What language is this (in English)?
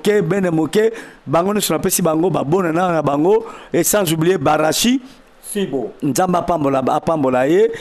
Lingala